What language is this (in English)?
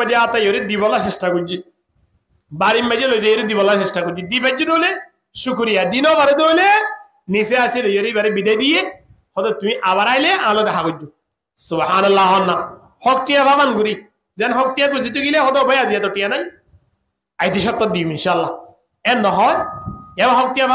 Rohingya